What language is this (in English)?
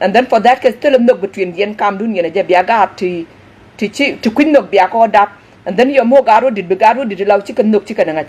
Nuer